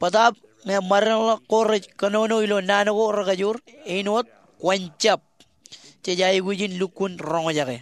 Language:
Marshallese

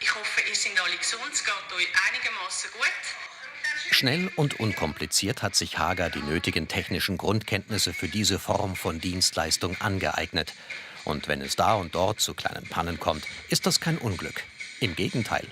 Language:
Swiss German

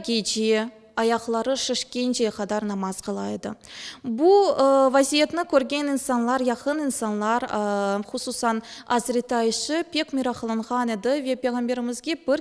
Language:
Crimean Tatar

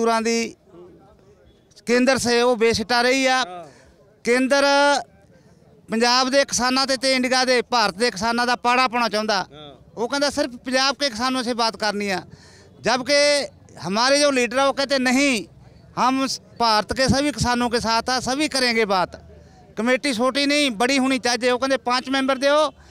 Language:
Hindi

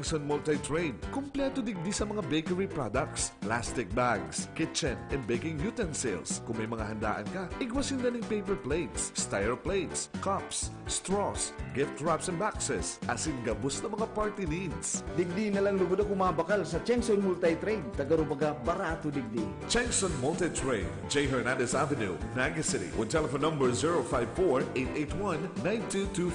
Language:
Bikol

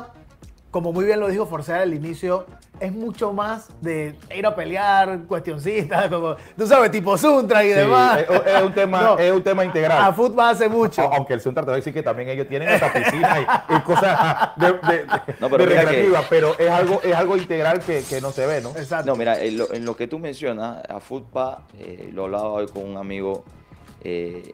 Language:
Spanish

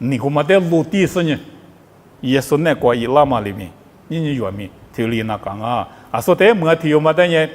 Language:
Lisu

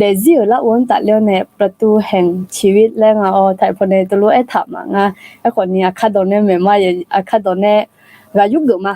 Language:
Akha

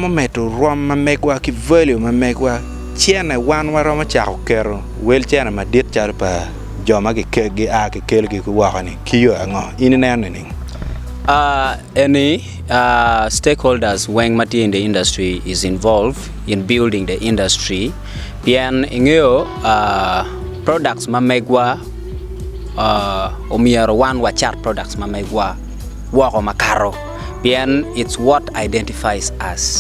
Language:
Acoli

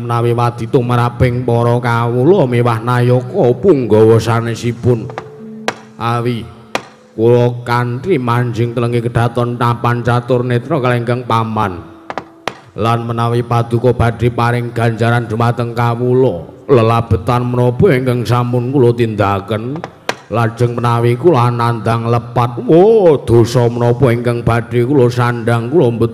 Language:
Javanese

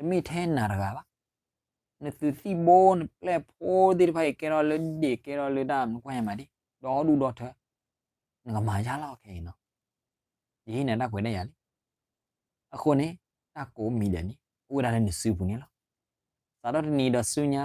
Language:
S'gaw Karen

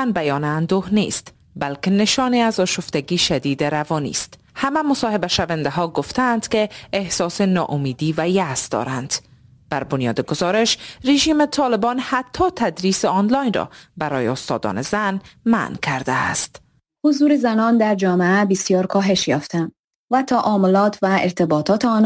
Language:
Persian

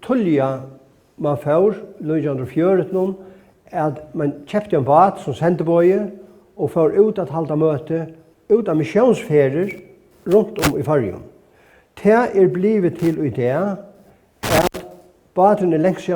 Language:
Faroese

